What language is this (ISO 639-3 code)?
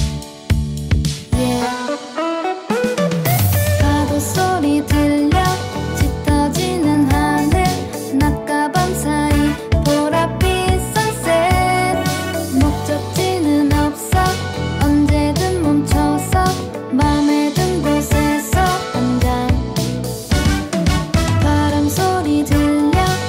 kor